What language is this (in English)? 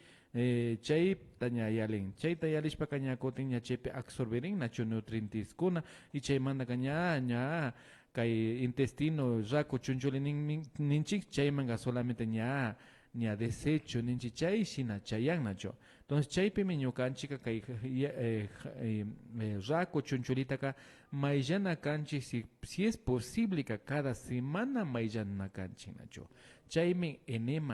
Imbabura Highland Quichua